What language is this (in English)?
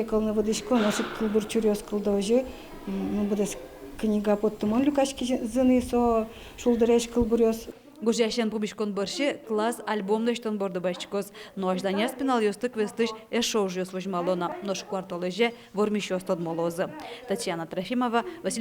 Udmurt